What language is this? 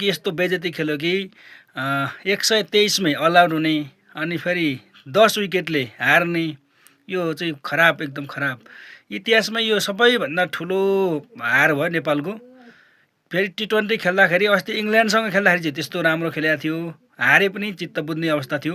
Nepali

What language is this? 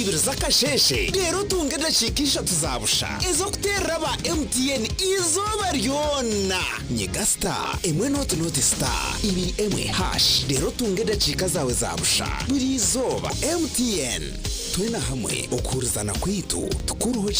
Nyankole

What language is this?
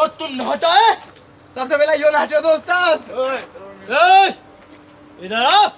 Rajasthani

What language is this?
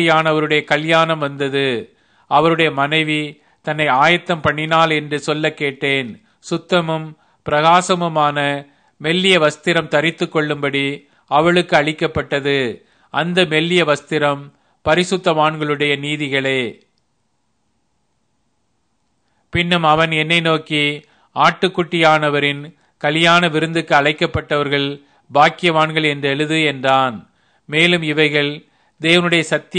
Tamil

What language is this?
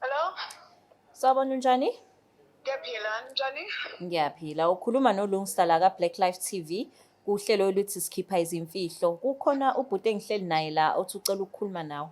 Zulu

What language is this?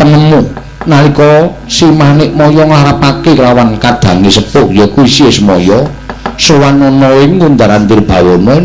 Javanese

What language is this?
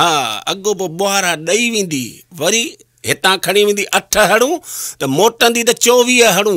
Sindhi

